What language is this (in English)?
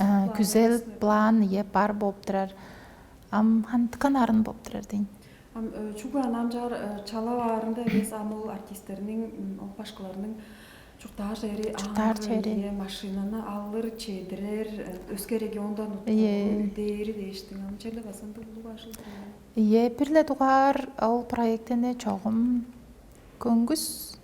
Tuvinian